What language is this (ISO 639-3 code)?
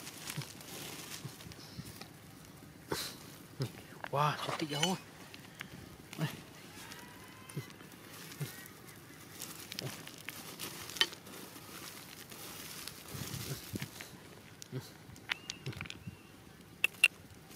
msa